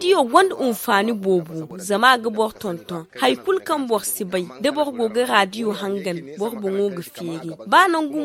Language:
Zarma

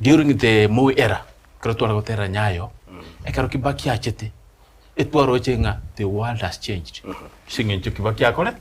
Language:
Gusii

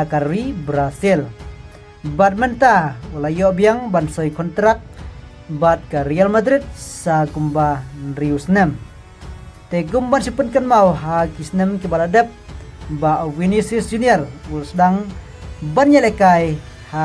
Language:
Khasi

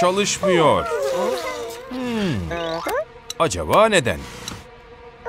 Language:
Turkish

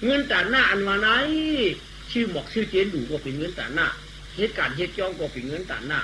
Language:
Shan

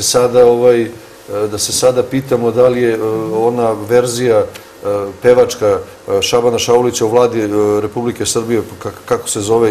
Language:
Serbian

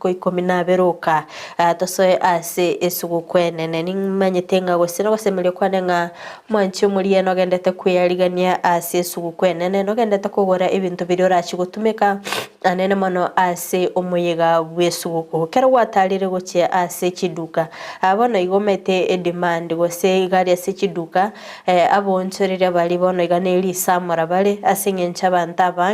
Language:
Gusii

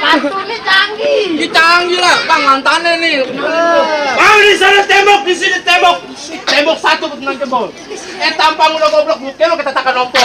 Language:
Betawi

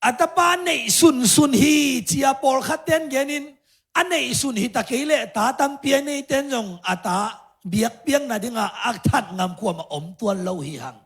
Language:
Tedim Chin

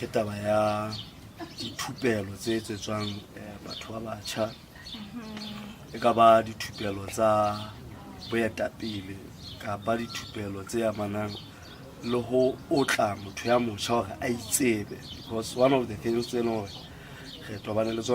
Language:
Southern Sotho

